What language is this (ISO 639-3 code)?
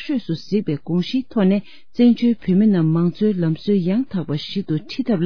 bod